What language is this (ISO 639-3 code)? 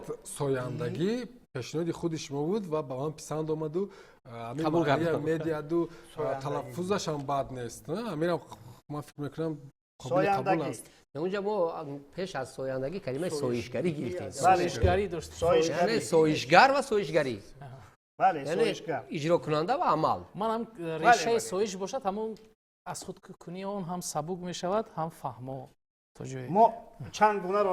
tgk